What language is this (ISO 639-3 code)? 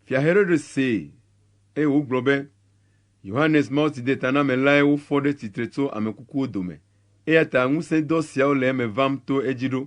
ewe